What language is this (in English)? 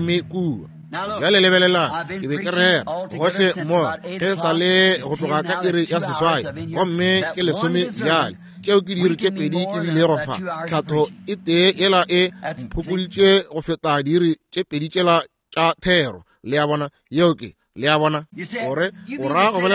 Northern Sotho